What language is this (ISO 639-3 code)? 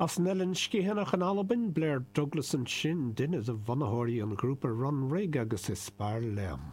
gle